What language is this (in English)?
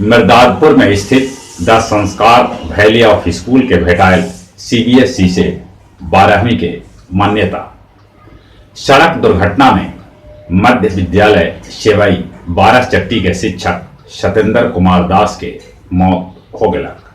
Magahi